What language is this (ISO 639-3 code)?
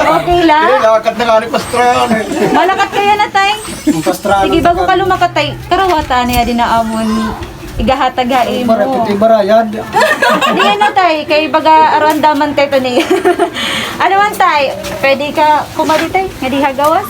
war